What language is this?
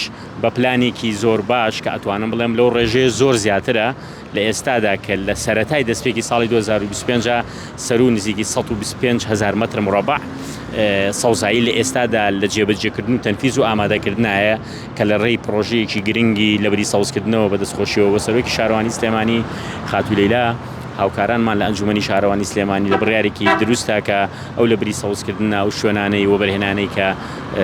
Central Kurdish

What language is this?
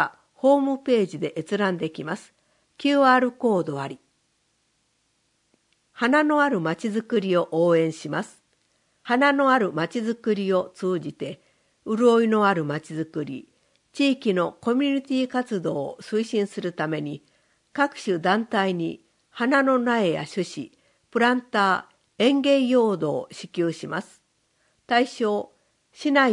Japanese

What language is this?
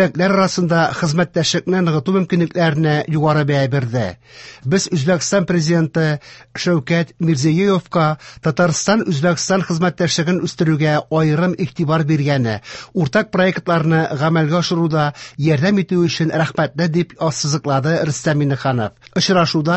Tatar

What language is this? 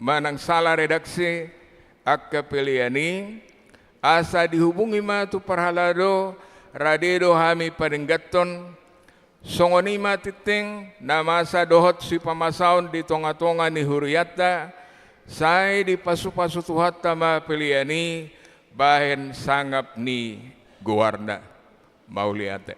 Batak Toba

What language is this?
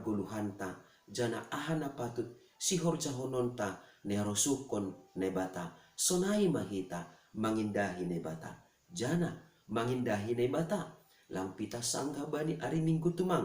Batak Simalungun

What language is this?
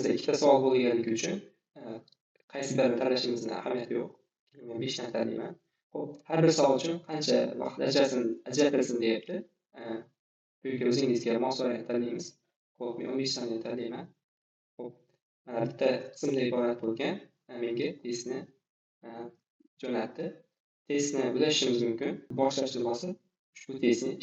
Uzbek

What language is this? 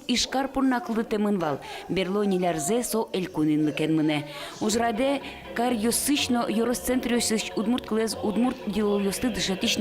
Udmurt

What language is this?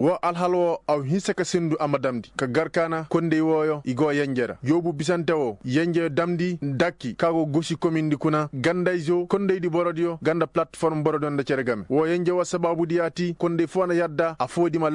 Koyraboro Senni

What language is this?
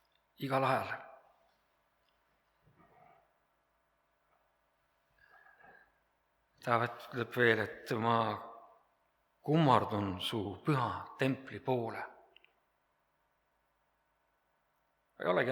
Estonian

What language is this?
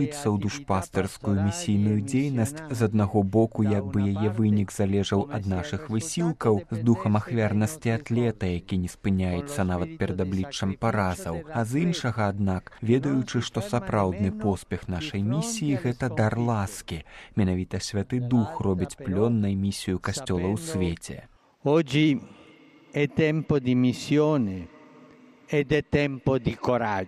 Belarusian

